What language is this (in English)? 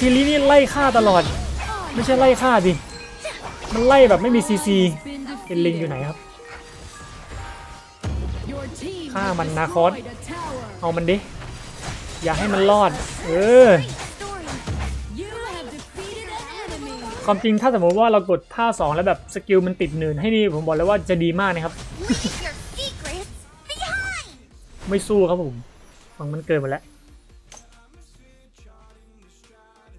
Thai